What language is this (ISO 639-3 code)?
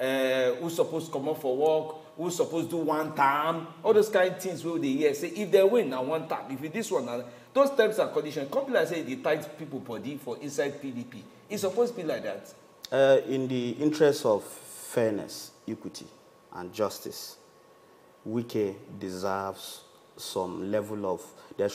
pcm